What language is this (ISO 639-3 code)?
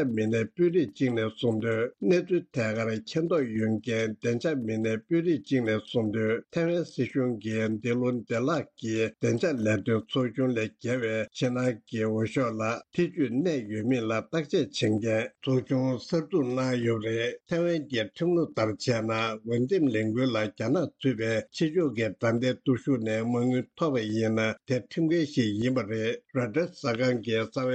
bod